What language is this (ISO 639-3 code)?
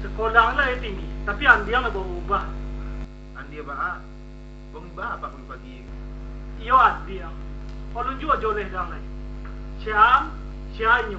min